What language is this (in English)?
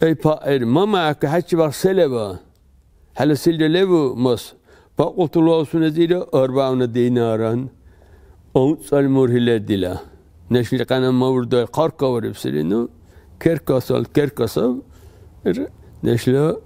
Dargwa